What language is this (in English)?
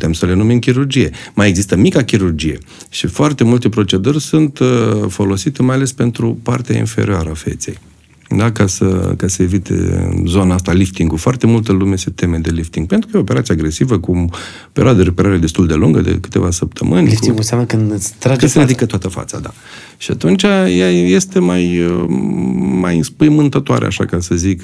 Romanian